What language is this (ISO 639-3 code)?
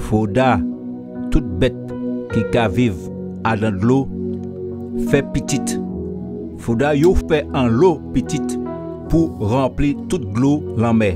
gcf